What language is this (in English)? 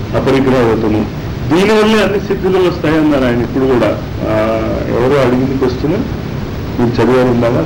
Telugu